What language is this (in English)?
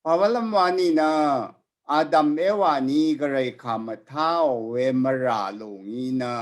Rawang